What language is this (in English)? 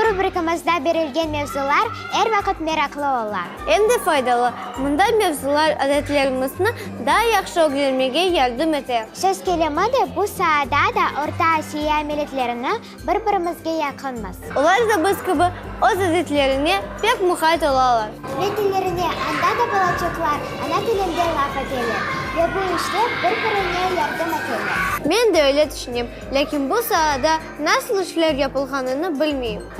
Crimean Tatar